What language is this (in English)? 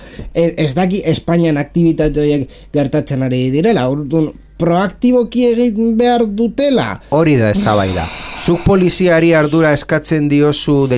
Basque